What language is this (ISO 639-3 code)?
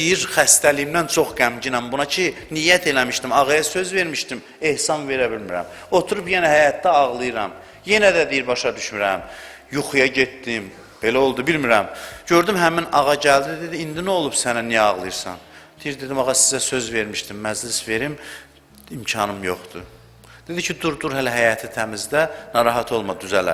aze